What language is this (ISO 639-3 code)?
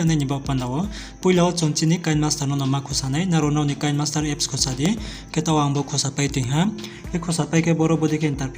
ria